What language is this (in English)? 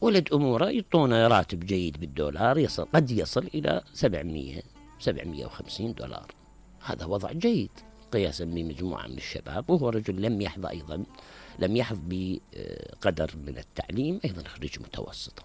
Mesopotamian Arabic